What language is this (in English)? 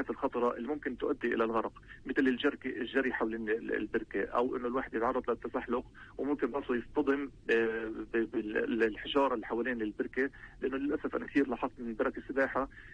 North Levantine Arabic